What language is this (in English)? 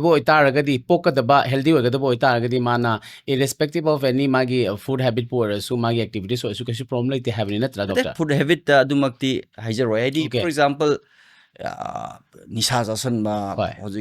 Manipuri